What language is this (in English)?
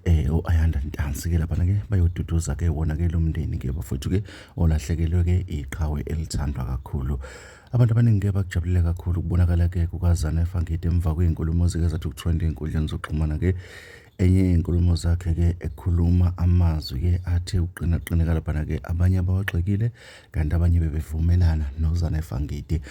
Zulu